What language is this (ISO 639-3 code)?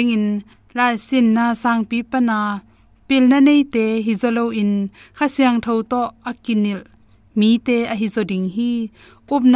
ctd